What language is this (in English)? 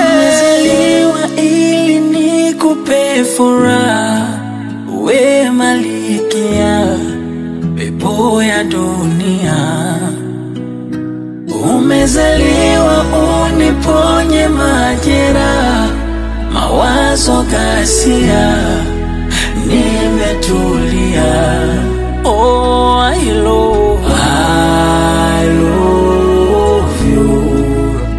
Swahili